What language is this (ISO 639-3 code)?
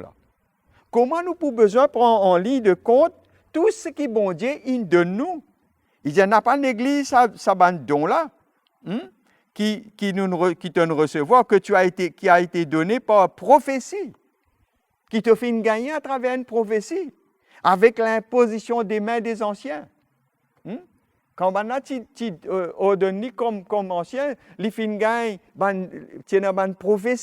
mfe